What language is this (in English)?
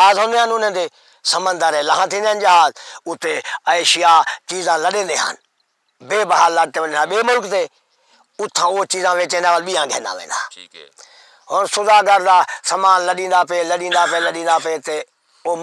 Saraiki